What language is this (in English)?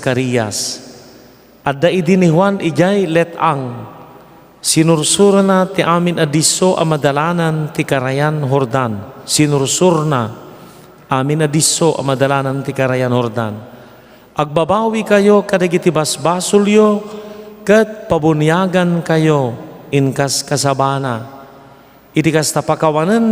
Iloko